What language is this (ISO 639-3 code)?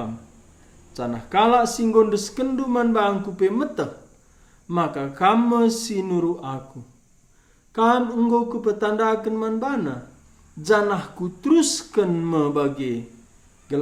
btx